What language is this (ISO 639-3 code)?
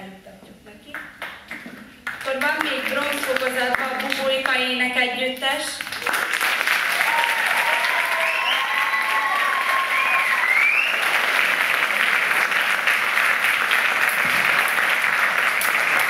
hun